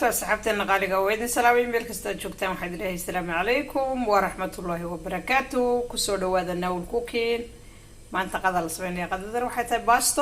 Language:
Somali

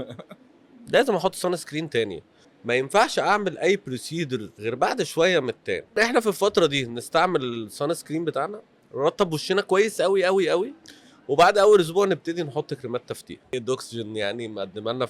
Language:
Egyptian Arabic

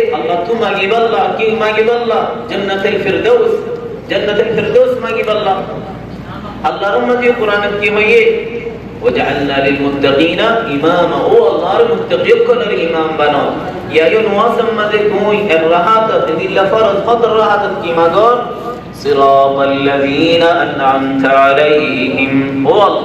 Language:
Rohingya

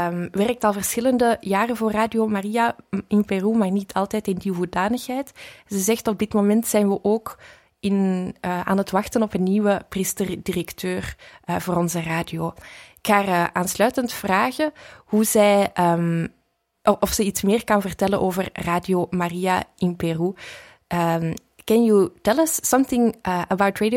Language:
Dutch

